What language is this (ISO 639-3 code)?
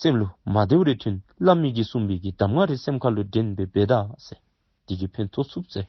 dzo